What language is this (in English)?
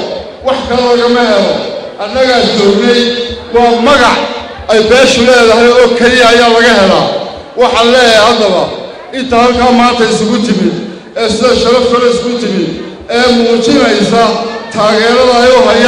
Somali